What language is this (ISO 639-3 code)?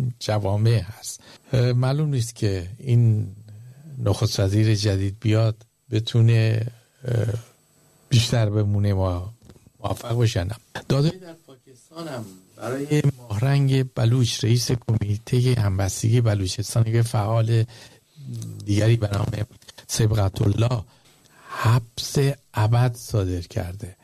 fas